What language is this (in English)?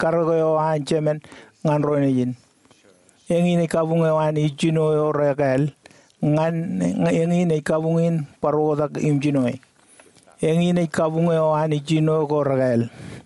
Marshallese